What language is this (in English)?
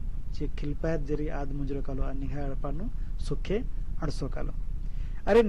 Kurukh